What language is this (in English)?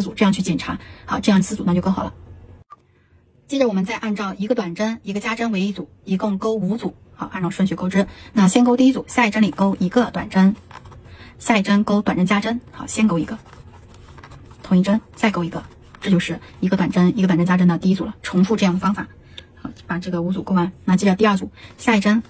Chinese